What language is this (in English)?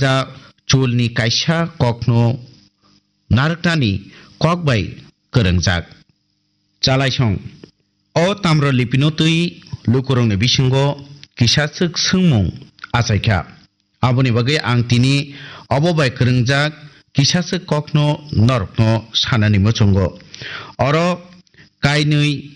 Kok Borok